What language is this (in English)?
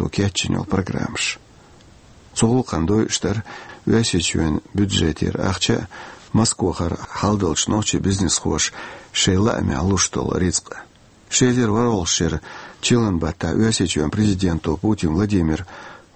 Chechen